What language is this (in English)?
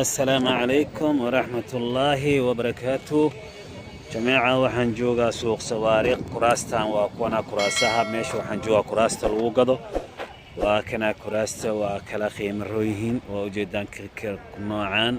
Somali